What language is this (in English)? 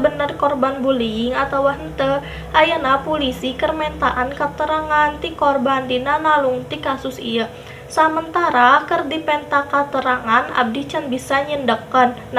Sundanese